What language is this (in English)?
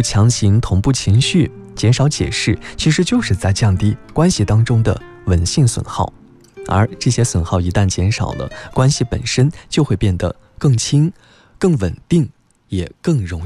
Chinese